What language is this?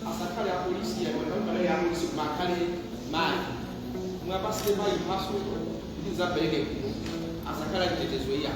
Nyanja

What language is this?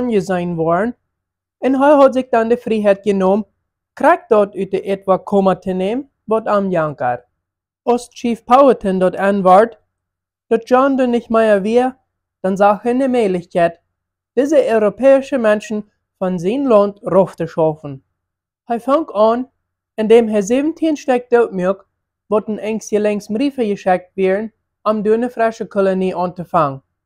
Plautdietsch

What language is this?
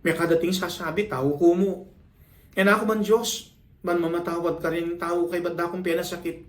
Pampanga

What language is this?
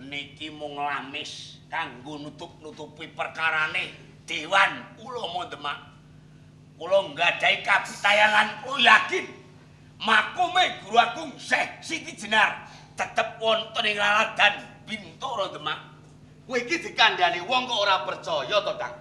Javanese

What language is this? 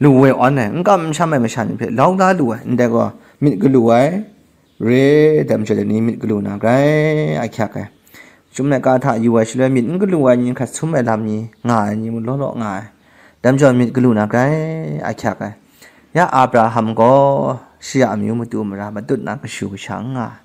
Kachin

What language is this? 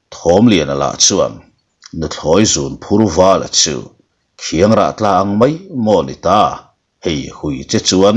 Mizo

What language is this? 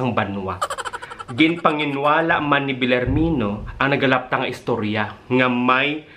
Hiligaynon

